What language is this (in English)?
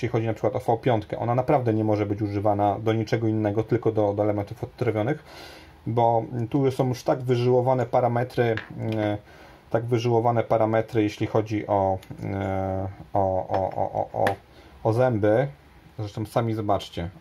Polish